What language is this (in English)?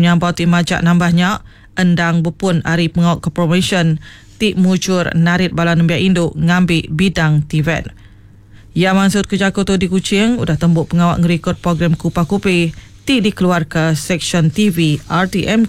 Iban